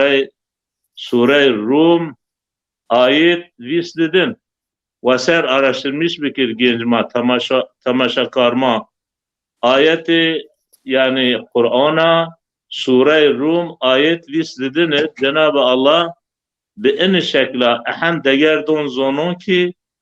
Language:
Zaza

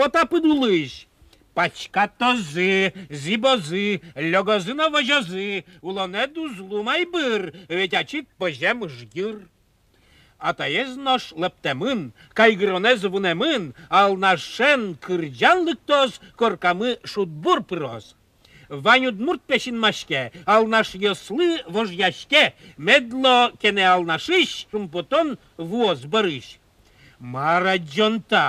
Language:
Udmurt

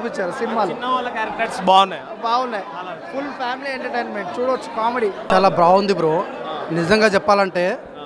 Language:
Telugu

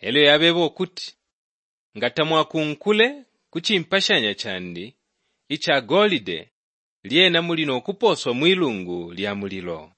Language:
Bemba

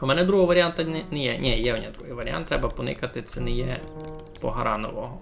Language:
Rusyn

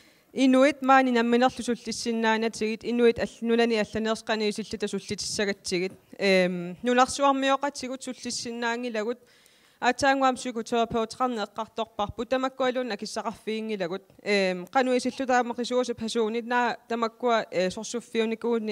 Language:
Kalaallisut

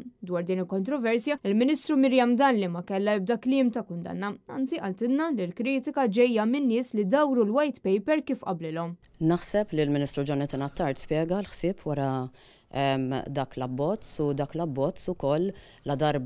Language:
Maltese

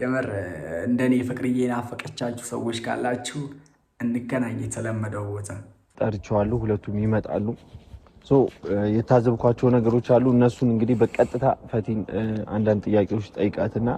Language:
Amharic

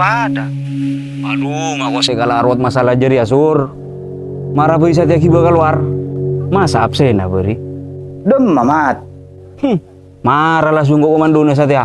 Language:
Madurese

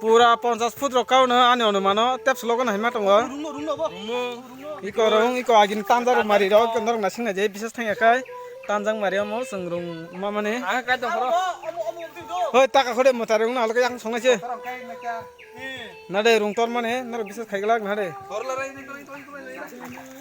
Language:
Kok Borok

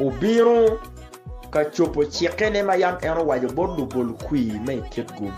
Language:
Acoli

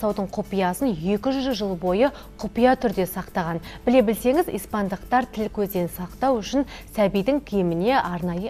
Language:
Kazakh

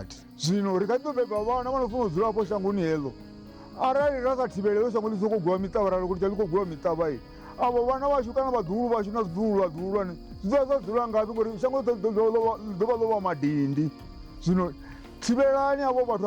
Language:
Venda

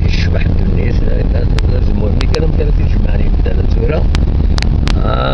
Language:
Kabyle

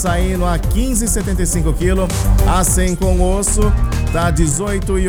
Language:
Portuguese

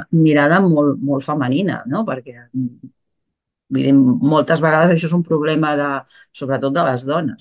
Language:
Catalan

